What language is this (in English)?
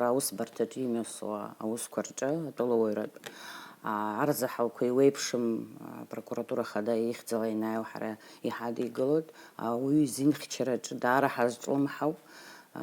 Abkhazian